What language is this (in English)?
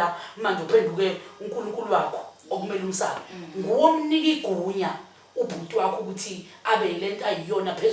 Zulu